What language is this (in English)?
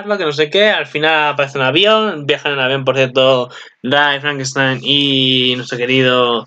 Spanish